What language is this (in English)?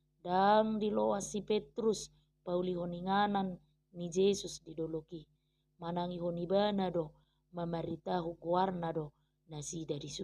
Batak Toba